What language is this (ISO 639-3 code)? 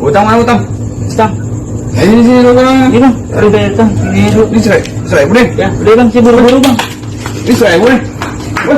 bew